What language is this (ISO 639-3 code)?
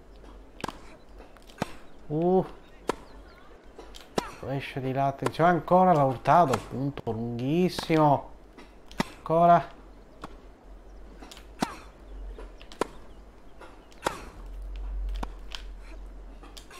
ita